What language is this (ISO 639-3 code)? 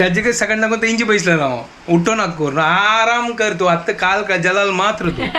kok